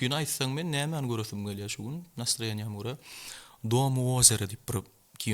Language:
Turkmen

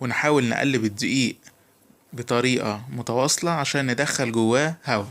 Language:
Egyptian Arabic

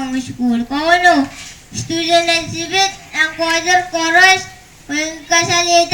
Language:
Pohnpeian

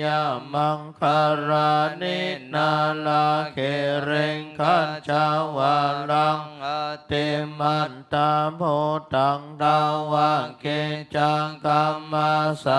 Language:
Pali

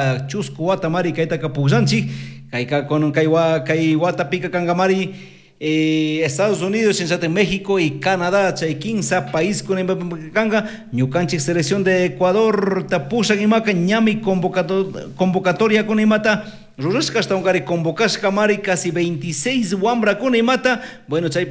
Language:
Chimborazo Highland Quichua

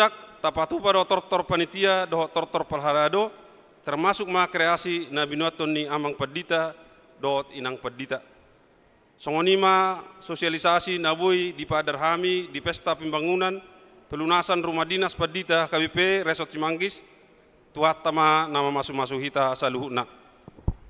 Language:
Batak Toba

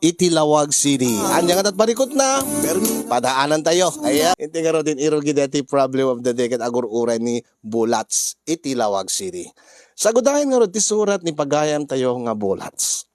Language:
Iloko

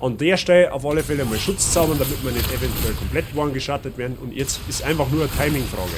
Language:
Bavarian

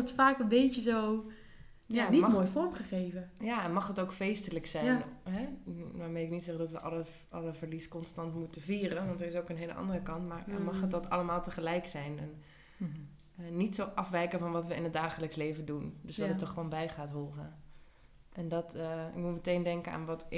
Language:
Dutch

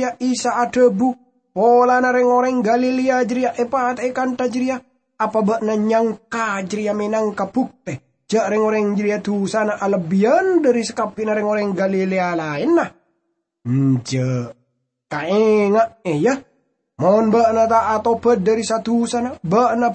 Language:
Madurese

